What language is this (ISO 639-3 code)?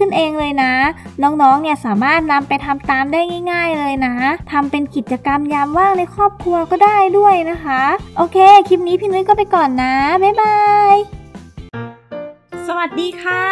tha